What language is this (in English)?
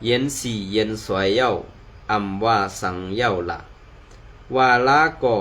Shan